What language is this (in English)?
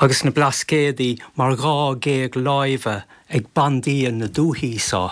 Irish